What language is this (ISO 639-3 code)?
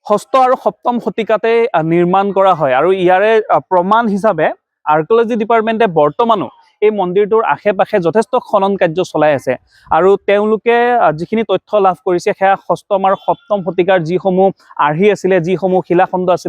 asm